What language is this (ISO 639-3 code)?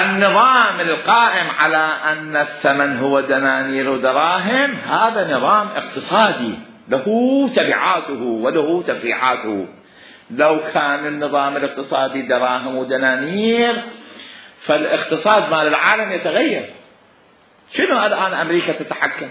acm